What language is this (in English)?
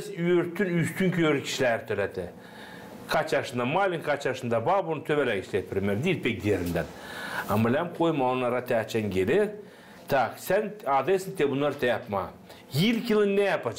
Gagauz